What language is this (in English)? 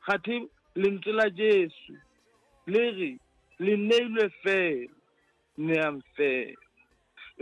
Southern Sotho